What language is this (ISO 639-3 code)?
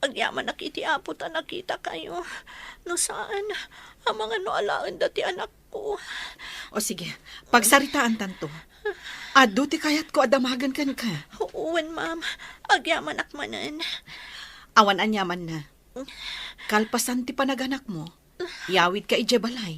ilo